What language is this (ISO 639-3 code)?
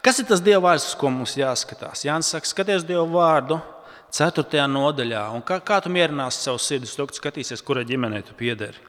lav